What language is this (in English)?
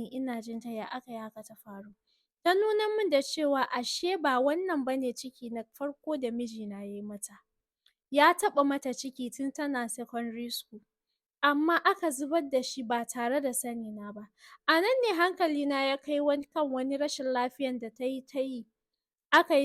Hausa